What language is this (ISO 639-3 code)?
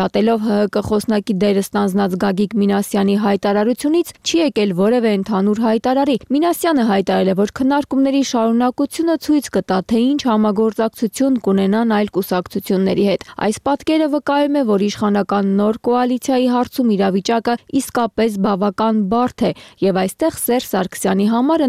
hye